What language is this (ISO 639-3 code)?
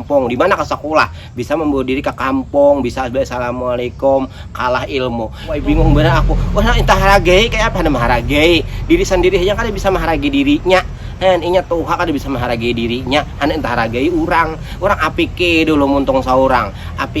bjn